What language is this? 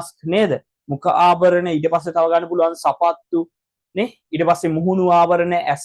Sinhala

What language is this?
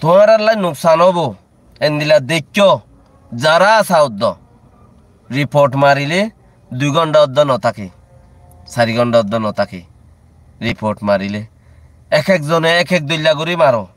Rohingya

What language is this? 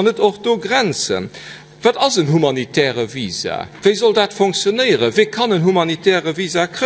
Luxembourgish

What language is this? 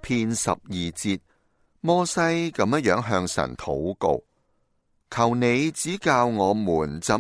Cantonese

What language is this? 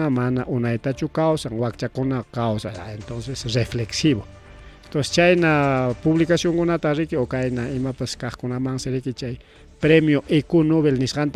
Ayacucho Quechua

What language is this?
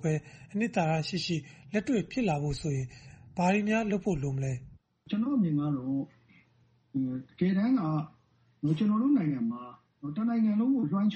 Burmese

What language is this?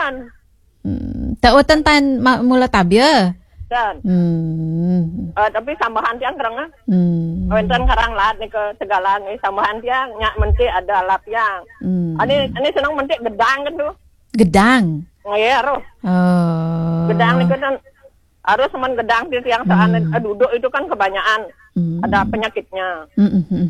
Balinese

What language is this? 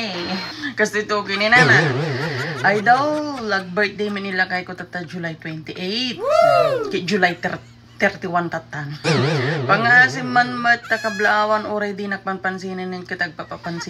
Iloko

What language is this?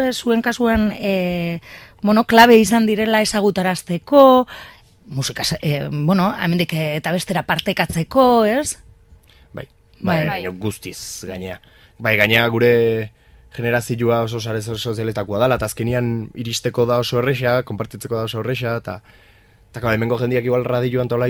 Basque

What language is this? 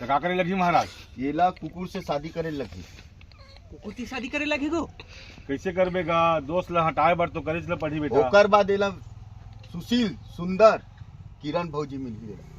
Chhattisgarhi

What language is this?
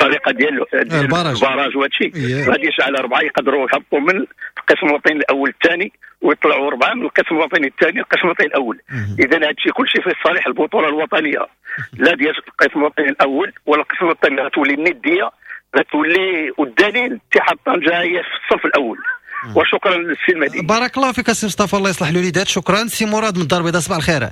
Moroccan Arabic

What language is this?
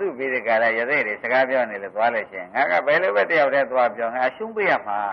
Burmese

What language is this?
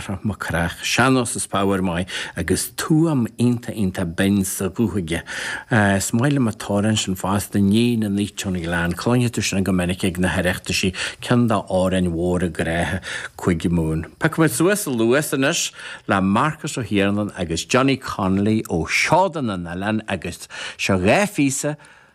Irish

